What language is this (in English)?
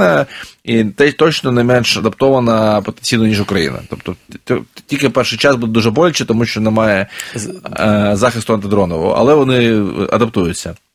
Ukrainian